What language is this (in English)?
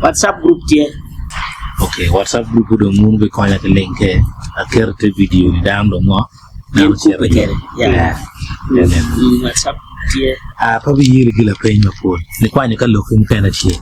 Acoli